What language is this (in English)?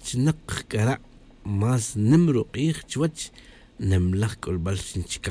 Tz'utujil